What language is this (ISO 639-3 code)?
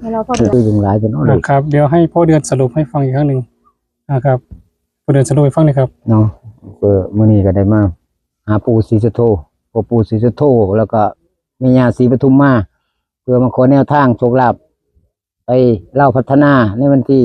tts